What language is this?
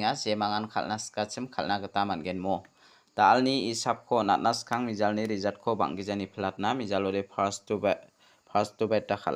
Garo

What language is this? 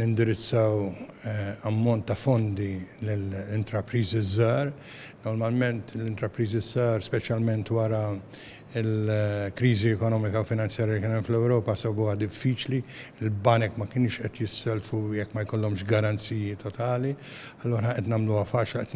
Maltese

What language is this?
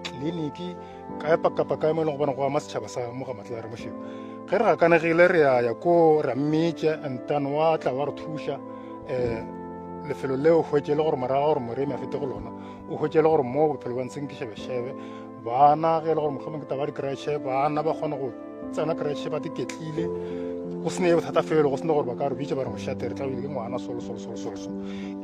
Northern Sotho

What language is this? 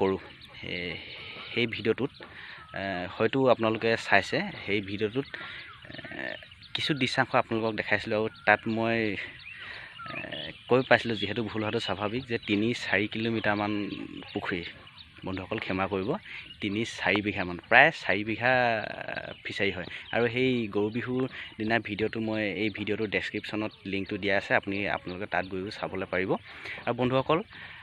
Assamese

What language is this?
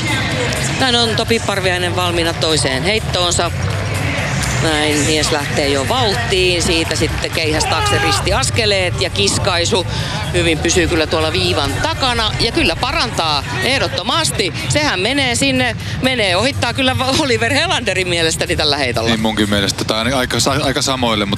Finnish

